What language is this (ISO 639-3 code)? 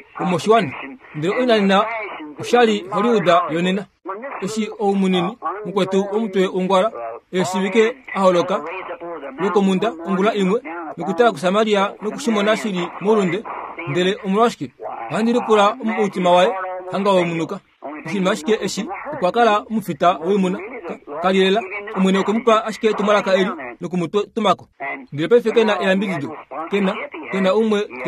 kua